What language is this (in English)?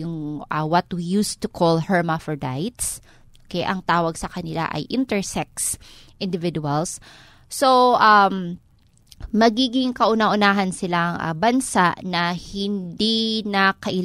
Filipino